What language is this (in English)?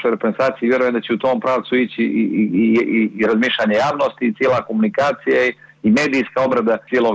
Bosnian